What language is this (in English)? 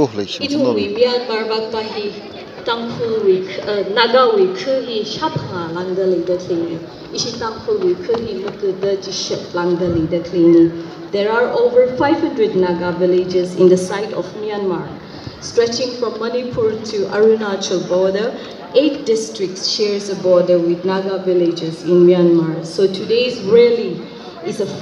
Tangkhul Naga (India)